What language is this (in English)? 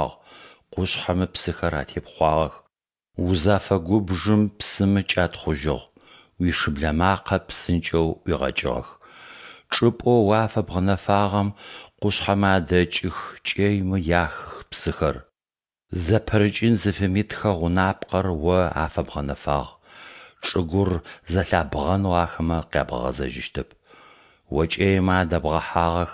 Adyghe